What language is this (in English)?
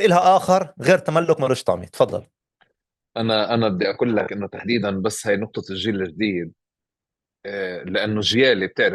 North Levantine Arabic